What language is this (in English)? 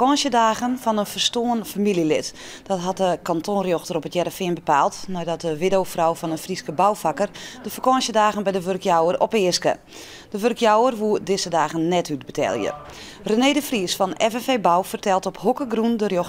Western Frisian